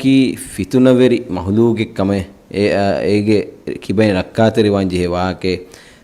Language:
Divehi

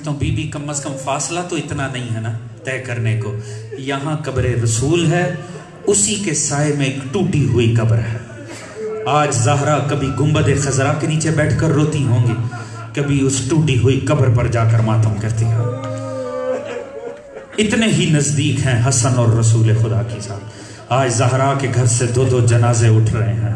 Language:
Urdu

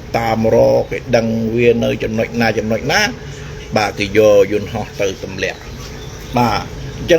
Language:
Khmer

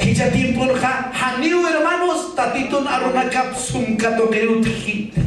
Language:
Aymara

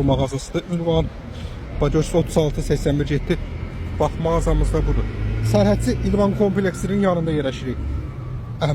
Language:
Azerbaijani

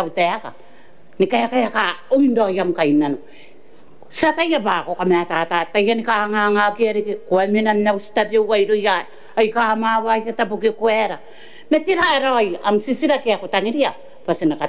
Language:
Gilbertese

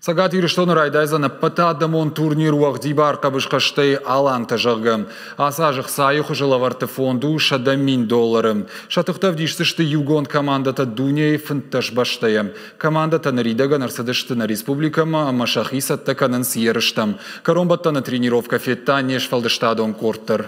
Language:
Ossetic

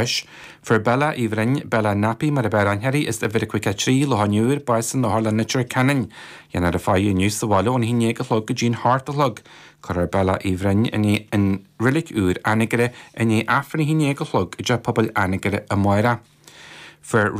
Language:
Irish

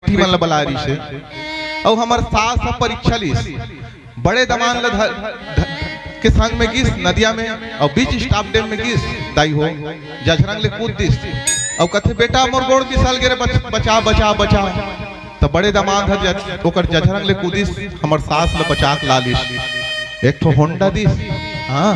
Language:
Chhattisgarhi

